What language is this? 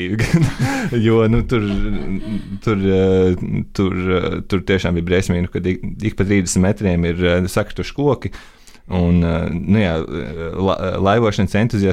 Latvian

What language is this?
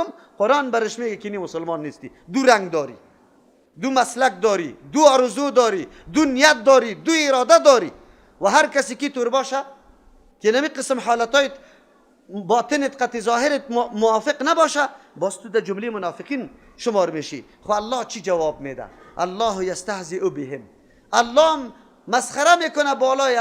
Persian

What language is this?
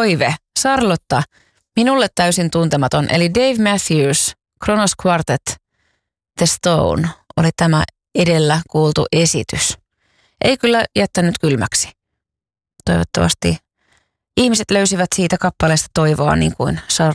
Finnish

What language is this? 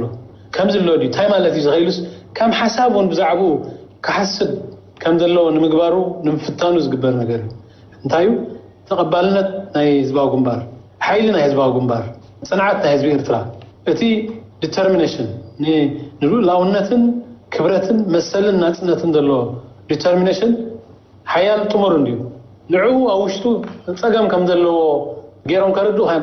Tigrinya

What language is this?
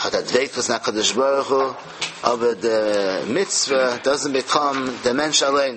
Yiddish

